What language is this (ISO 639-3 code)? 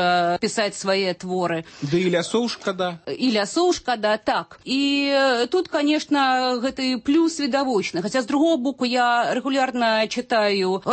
bel